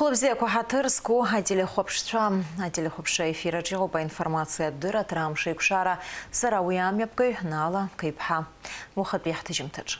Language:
Abkhazian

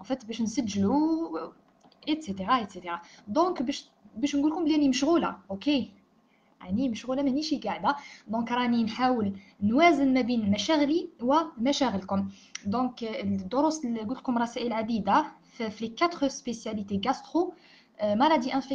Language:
Algerian Arabic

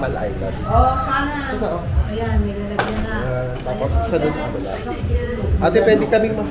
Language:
Filipino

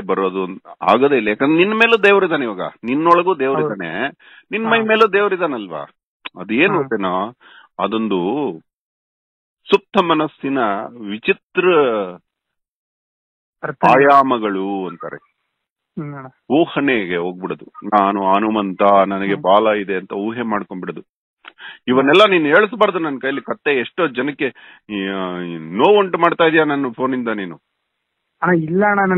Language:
Kannada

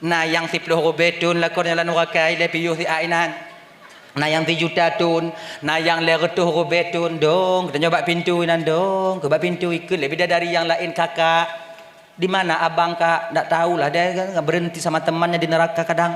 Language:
Achinese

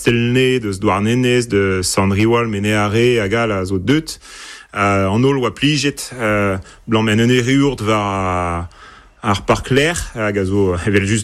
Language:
Breton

